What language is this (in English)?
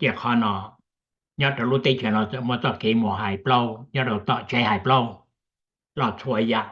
Hmong